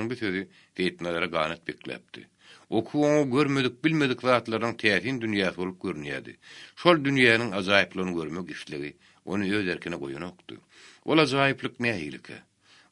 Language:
Turkmen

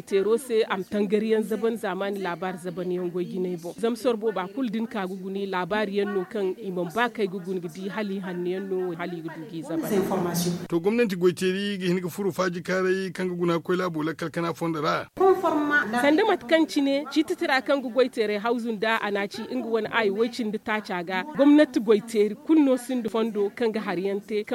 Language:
Zarma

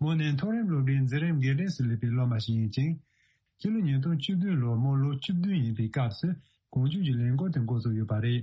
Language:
Tibetan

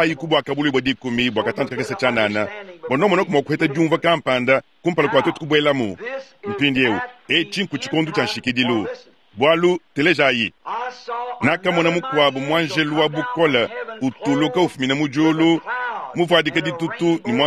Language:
Luba-Lulua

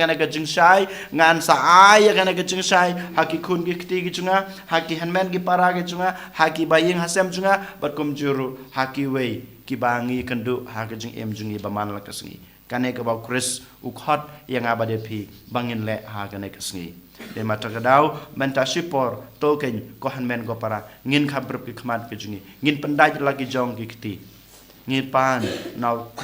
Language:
Khasi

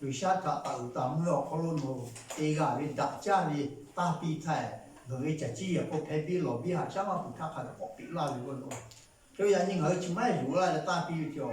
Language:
Lahu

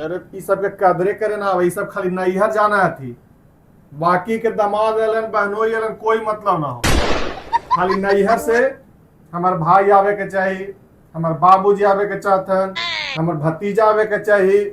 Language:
Magahi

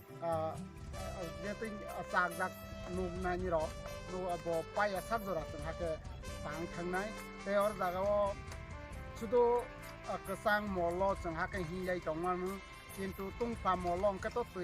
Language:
Kok Borok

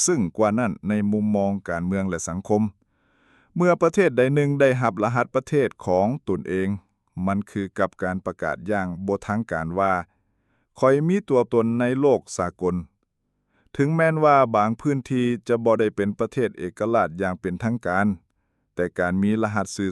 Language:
Lao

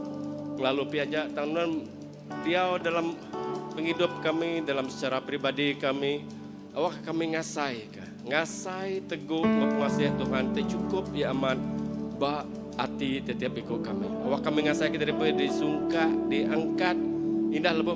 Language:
Iban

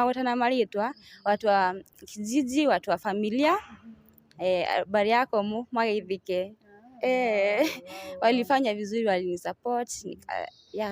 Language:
Kikuyu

